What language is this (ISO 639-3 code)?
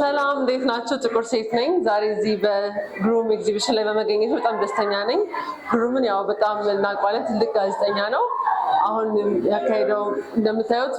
amh